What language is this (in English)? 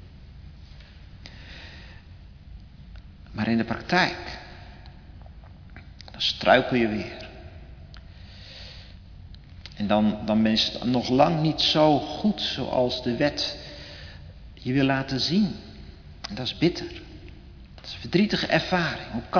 Dutch